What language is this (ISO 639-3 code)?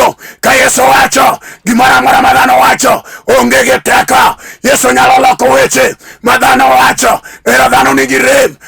luo